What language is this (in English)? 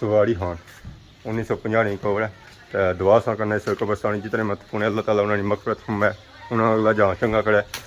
Pahari-Potwari